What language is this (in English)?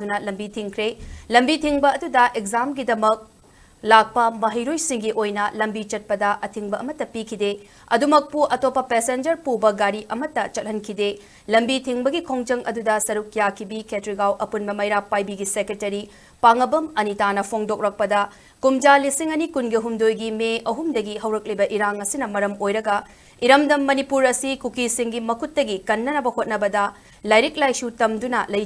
Manipuri